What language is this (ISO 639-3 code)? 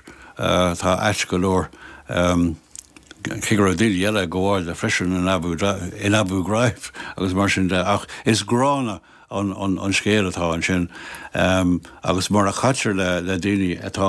gle